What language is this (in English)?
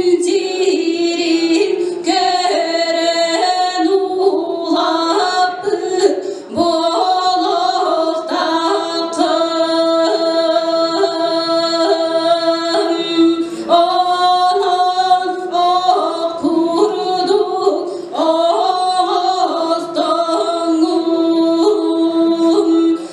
Yakut